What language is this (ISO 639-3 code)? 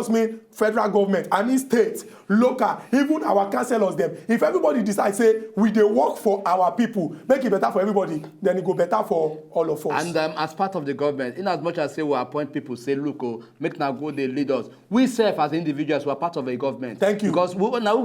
pcm